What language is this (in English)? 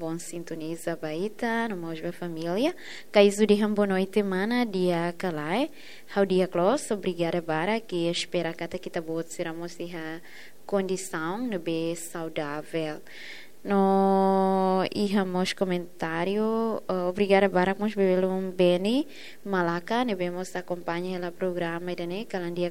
Tetum